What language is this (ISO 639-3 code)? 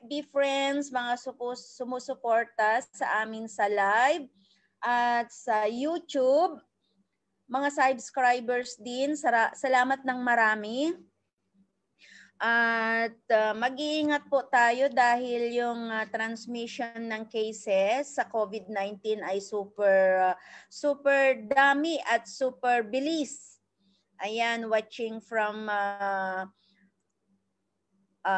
fil